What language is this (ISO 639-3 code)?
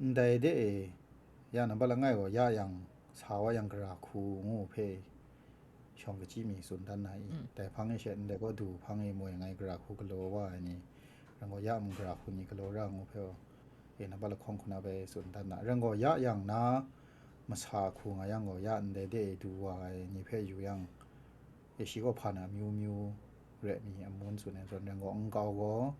kac